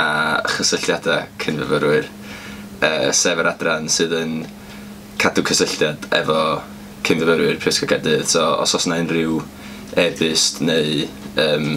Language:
Welsh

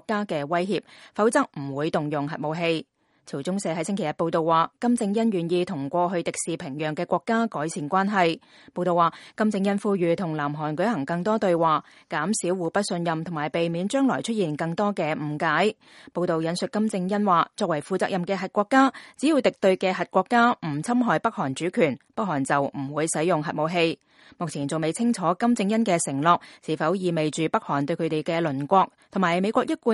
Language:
Cantonese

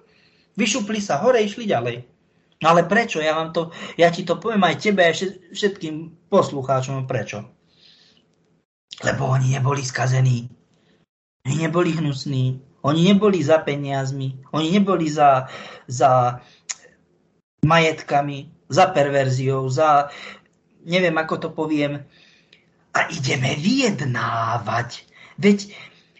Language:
Slovak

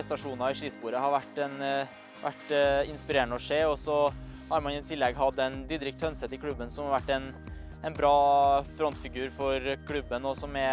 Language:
Norwegian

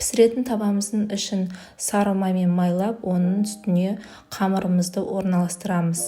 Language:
Kazakh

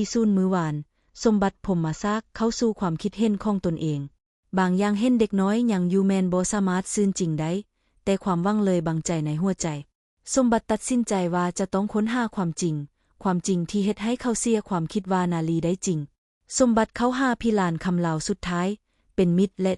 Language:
Lao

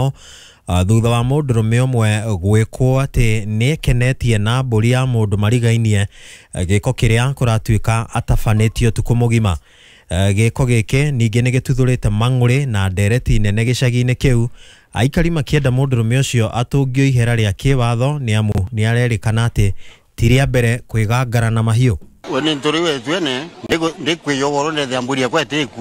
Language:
Kikuyu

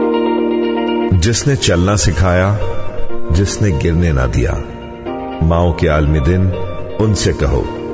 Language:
Urdu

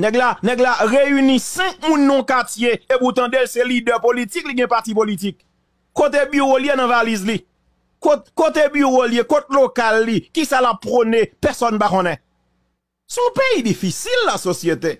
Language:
Haitian Creole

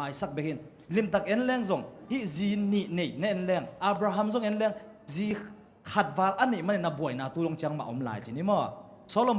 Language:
Tedim Chin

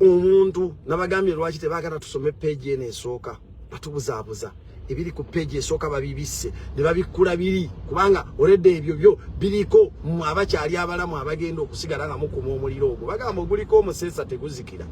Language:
Ganda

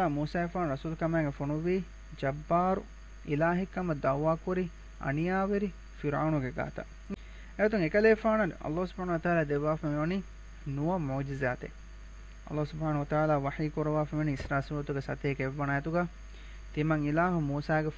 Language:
Divehi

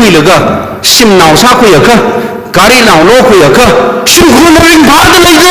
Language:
Tangkhul Naga (India)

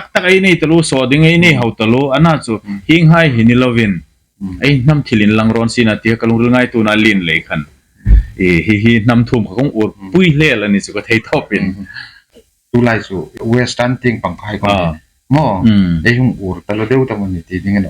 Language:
Hmar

